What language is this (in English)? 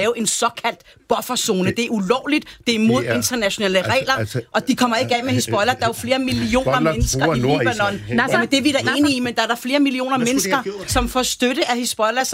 Danish